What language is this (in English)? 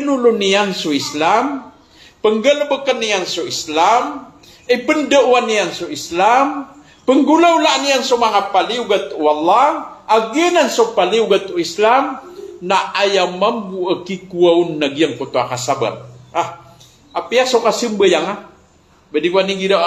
Maranao